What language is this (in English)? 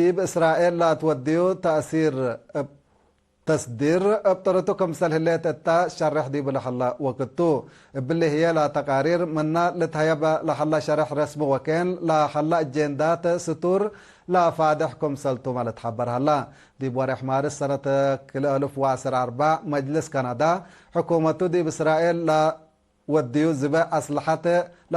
Tigre